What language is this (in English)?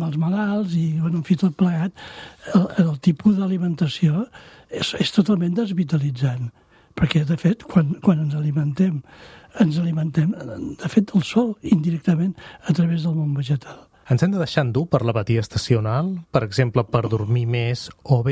Catalan